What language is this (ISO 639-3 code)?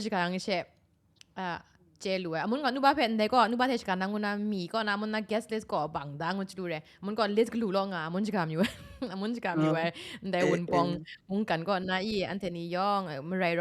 kac